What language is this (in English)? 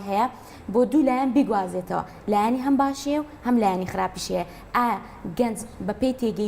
Central Kurdish